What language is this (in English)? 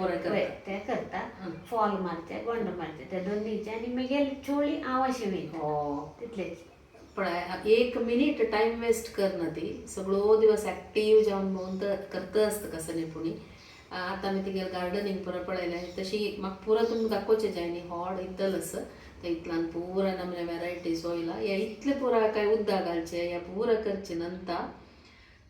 Konkani